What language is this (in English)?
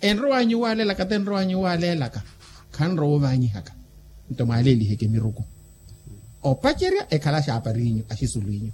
Makhuwa